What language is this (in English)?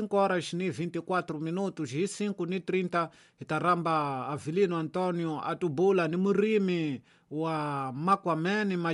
Tsonga